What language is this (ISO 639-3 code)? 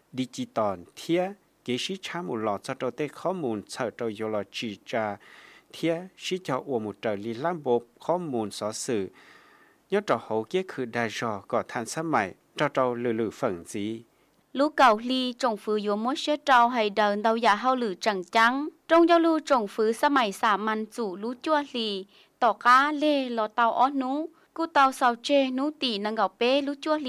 lao